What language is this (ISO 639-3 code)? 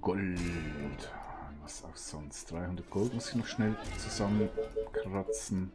gsw